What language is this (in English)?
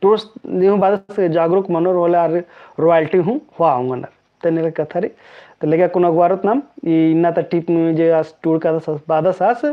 Kurukh